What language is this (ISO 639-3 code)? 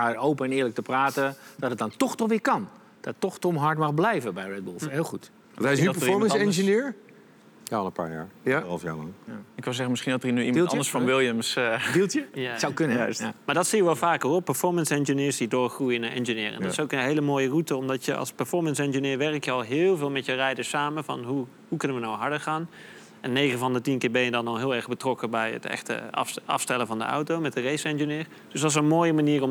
nld